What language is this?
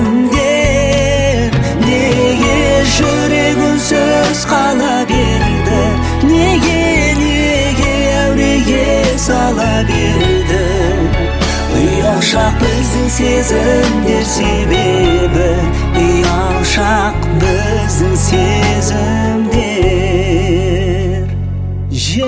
Kazakh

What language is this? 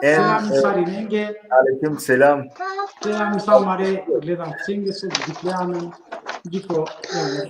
Balkan Romani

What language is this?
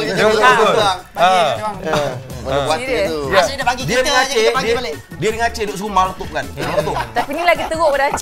Malay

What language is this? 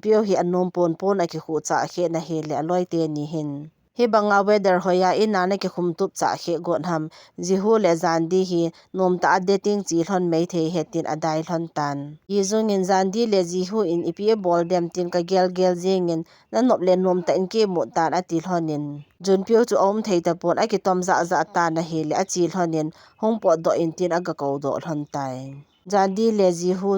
Thado Chin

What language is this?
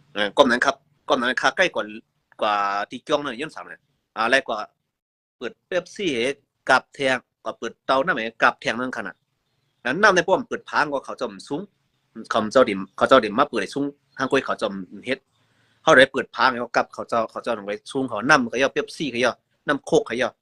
Shan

